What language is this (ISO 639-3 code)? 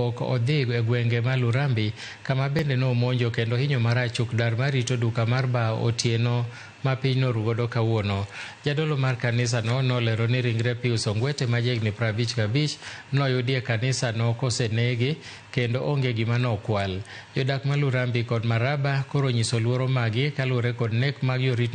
luo